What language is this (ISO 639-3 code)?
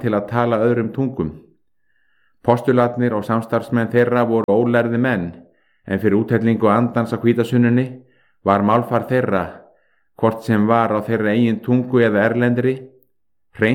isl